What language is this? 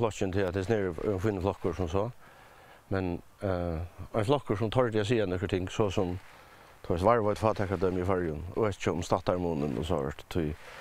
Faroese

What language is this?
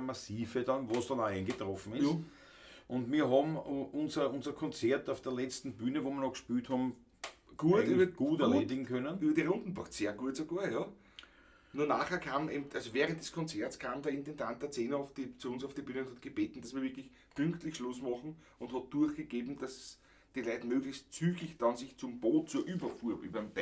Bavarian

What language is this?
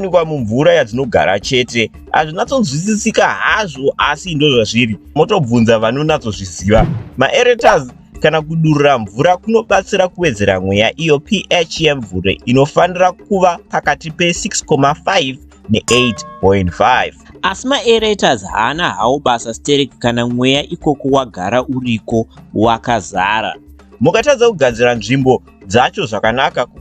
Shona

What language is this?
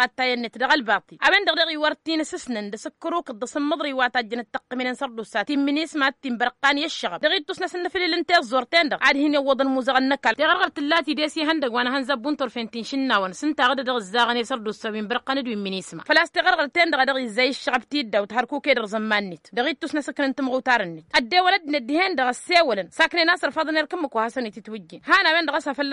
Tamasheq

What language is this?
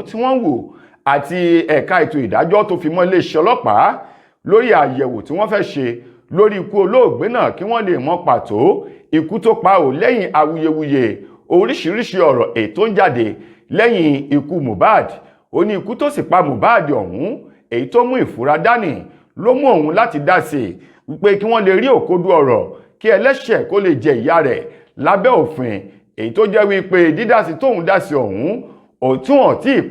Yoruba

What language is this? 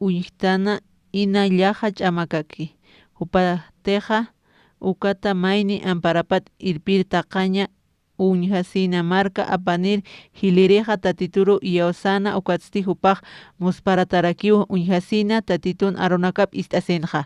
Aymara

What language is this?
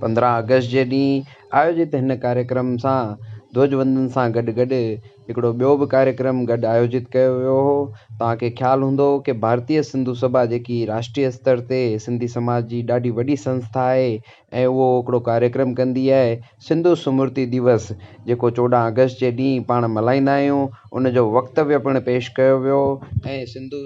Sindhi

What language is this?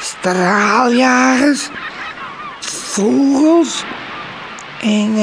Western Frisian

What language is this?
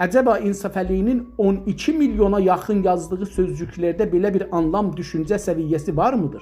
South Azerbaijani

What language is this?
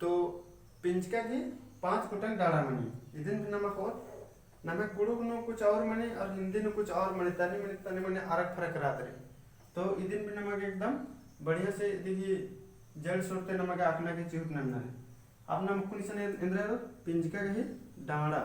Kurukh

